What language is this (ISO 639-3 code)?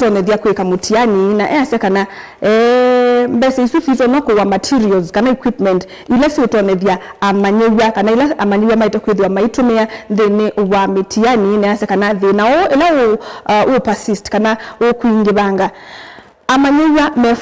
kam